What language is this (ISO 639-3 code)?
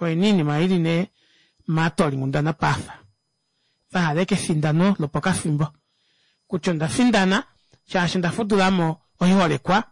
kua